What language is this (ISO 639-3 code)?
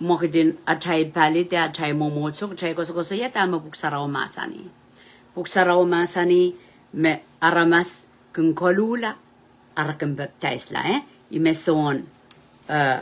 pon